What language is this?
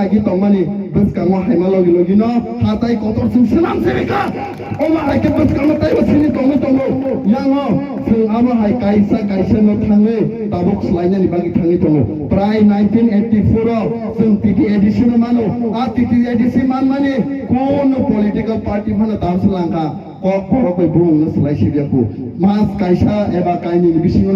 Kok Borok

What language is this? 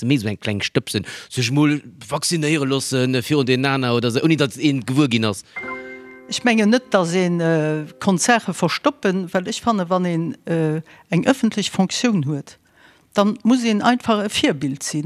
Luxembourgish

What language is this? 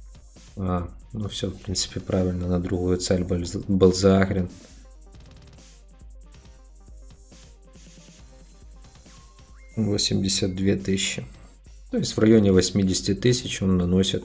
Russian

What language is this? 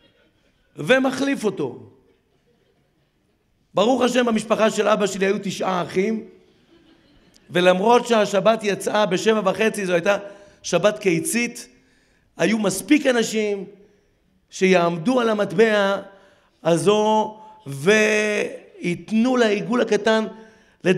Hebrew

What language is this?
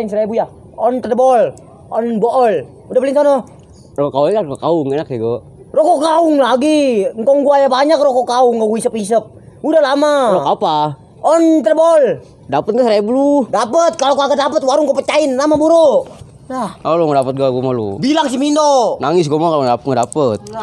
Betawi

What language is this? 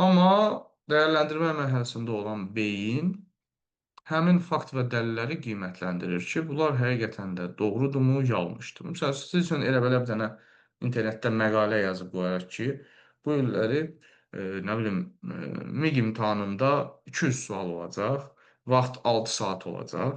Azerbaijani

